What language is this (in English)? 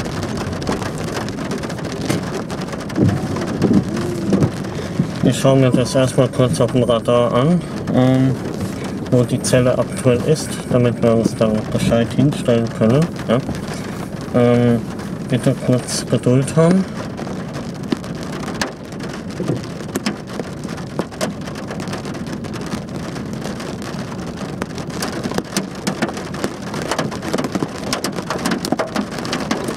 German